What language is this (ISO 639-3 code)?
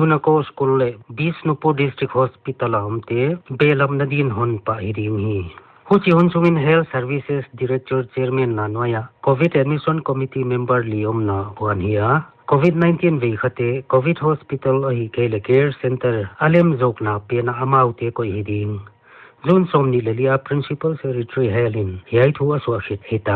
pck